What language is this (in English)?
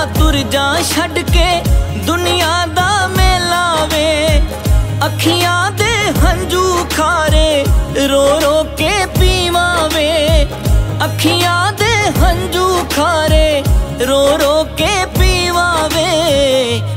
Punjabi